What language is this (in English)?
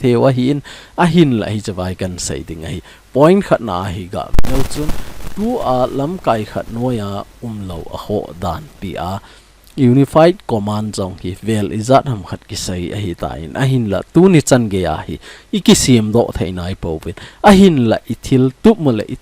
Thado Chin